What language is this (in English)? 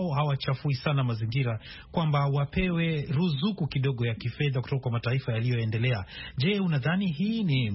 Swahili